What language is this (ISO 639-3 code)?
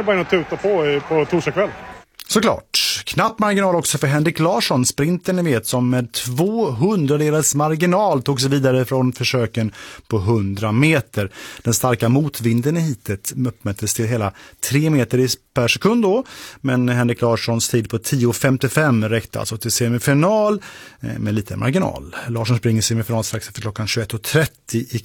swe